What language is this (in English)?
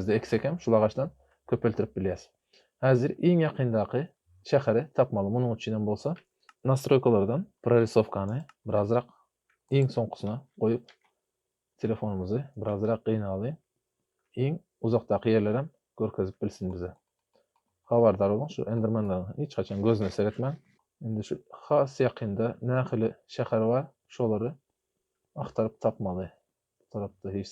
Turkmen